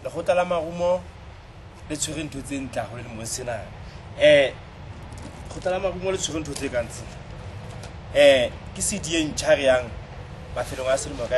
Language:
Southern Sotho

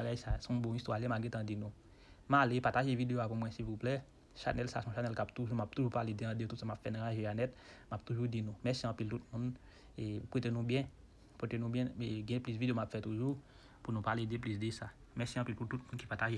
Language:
Haitian Creole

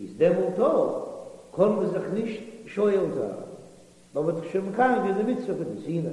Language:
Yiddish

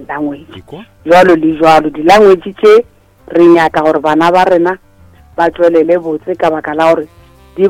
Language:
Northern Sotho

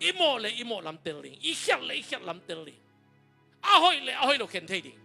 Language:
Tedim Chin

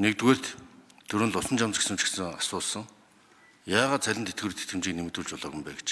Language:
Mongolian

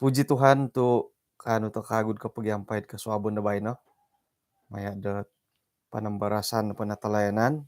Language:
Central Dusun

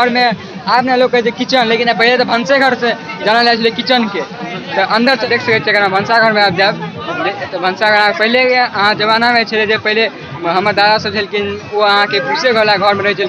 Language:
Maithili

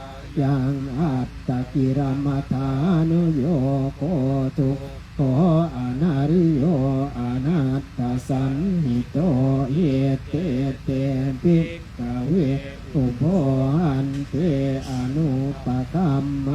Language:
Pali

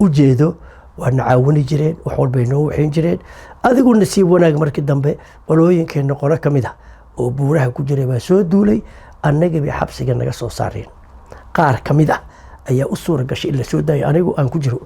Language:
Somali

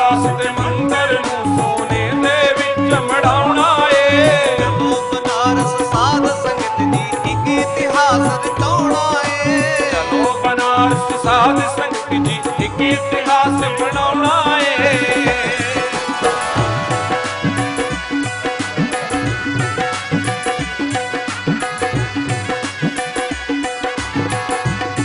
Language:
Punjabi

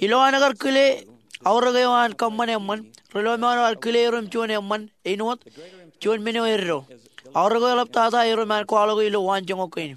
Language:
Marshallese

